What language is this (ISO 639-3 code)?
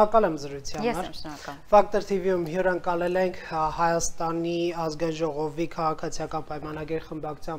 hye